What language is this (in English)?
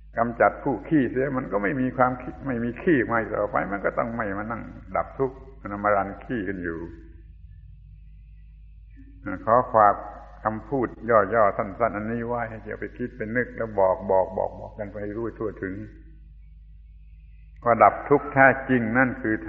Thai